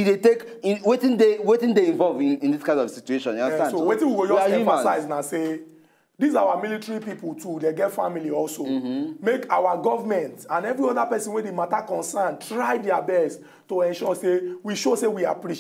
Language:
Nigerian Pidgin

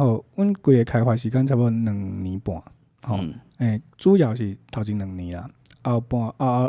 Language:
Min Nan Chinese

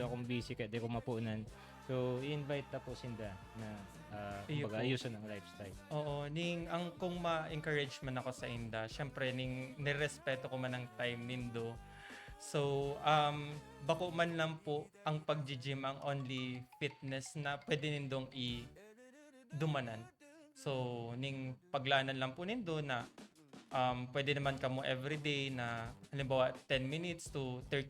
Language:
Bikol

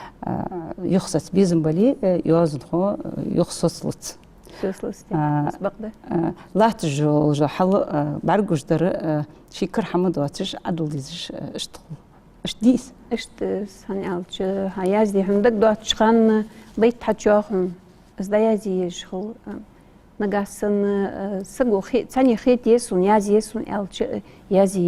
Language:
Ingush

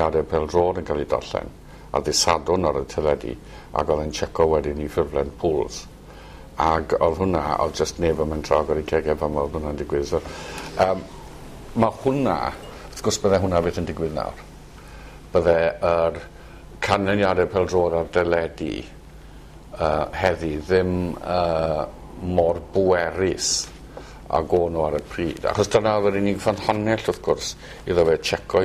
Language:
Welsh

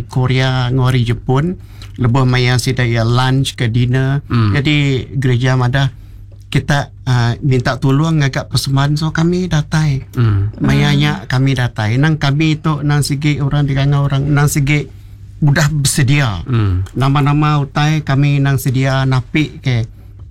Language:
Iban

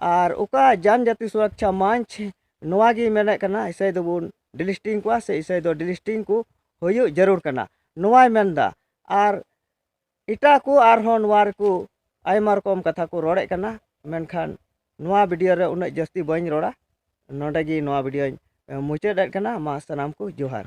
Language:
Santali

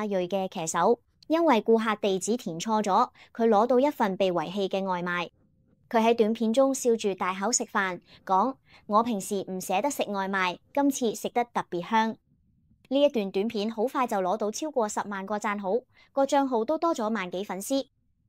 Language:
Cantonese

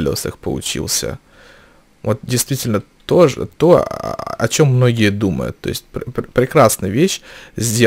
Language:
Russian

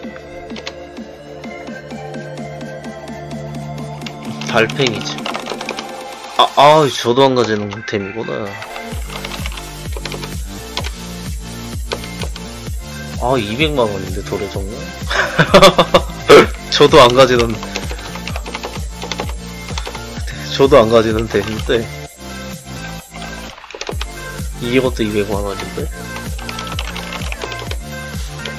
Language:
Korean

